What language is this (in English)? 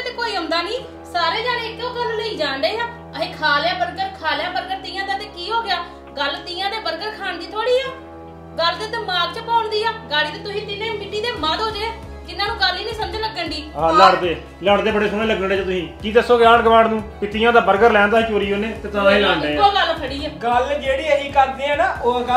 Punjabi